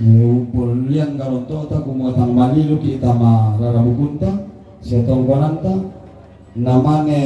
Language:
Toraja-Sa'dan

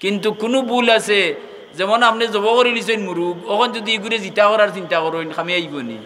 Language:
Sylheti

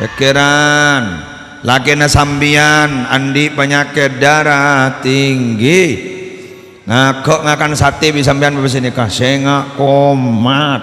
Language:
Madurese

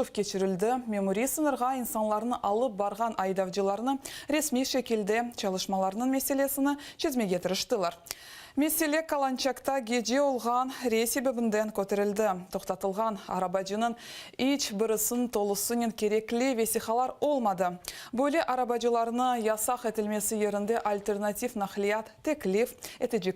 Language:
Crimean Tatar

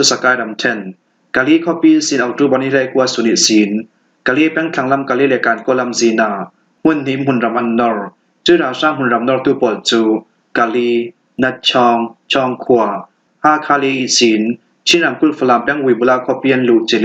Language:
Falam Chin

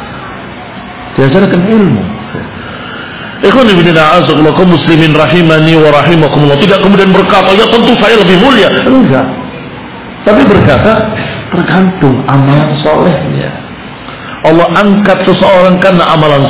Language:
Indonesian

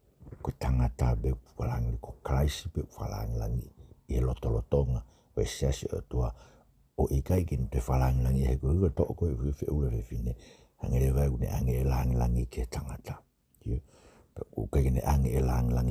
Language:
Tongan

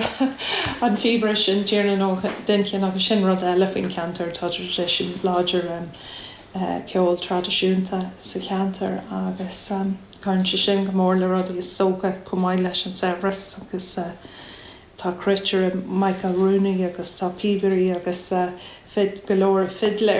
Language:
Irish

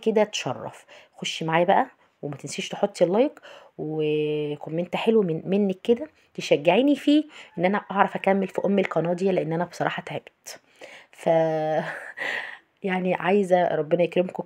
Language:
Egyptian Arabic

